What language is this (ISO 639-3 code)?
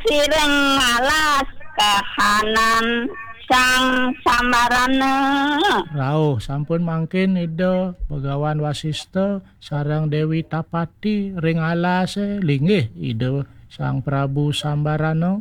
ban